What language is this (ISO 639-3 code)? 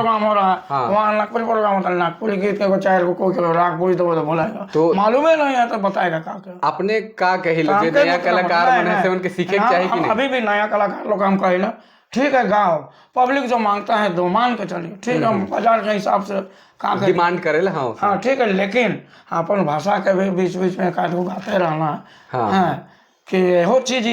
sck